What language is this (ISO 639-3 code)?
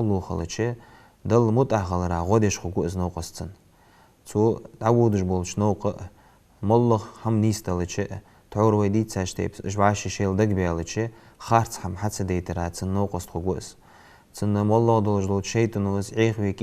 inh